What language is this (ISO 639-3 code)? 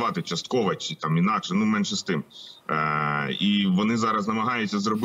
ukr